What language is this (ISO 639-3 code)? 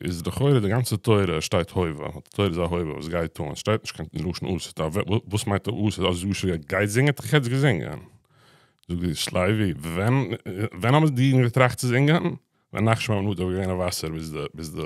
yid